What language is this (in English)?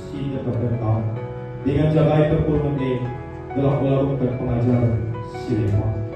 Batak Karo